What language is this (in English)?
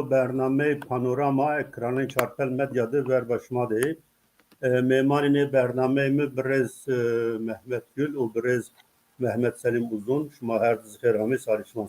Zaza